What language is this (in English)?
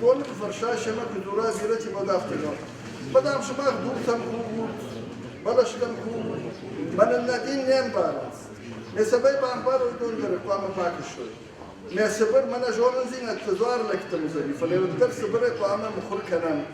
Ossetic